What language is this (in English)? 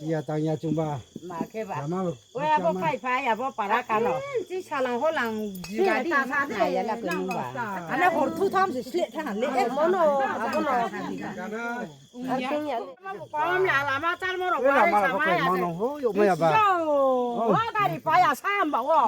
Riang (India)